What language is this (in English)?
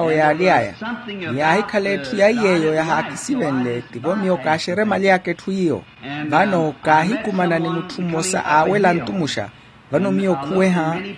Makhuwa